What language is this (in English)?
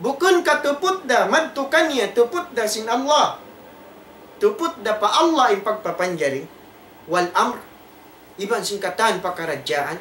Tausug